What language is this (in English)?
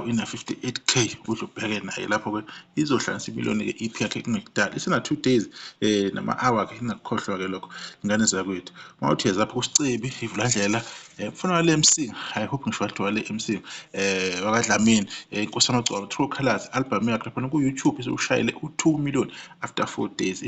Zulu